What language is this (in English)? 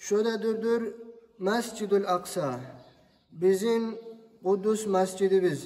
Kumyk